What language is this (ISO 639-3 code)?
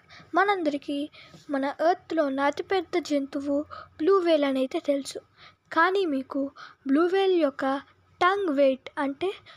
tel